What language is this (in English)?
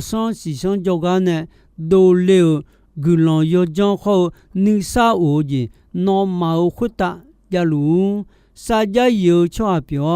Akha